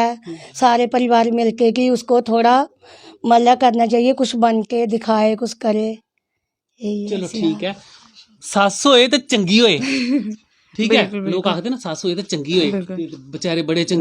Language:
Dogri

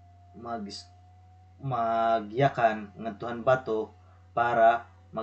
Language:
Waray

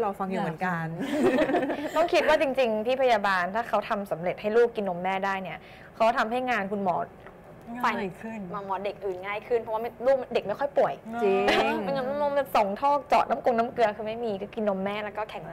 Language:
Thai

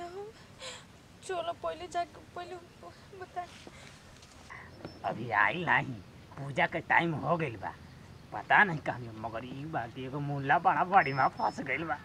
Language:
Bhojpuri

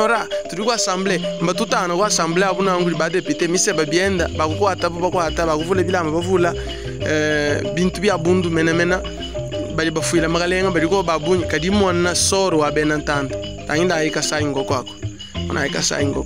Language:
Luba-Lulua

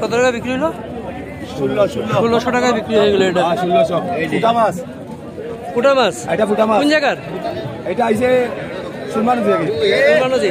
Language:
Sylheti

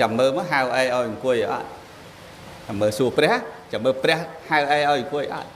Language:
Khmer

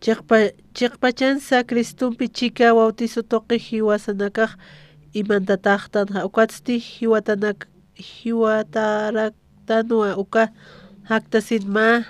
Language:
Aymara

